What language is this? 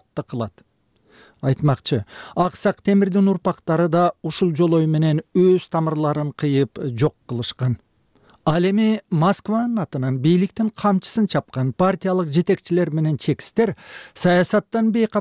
Kyrgyz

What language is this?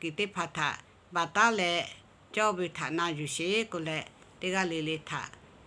Lahu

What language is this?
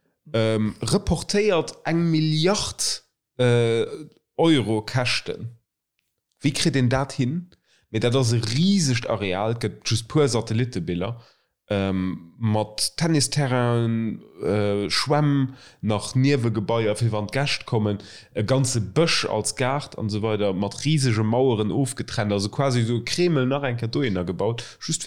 Luxembourgish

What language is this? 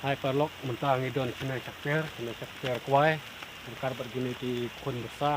Khasi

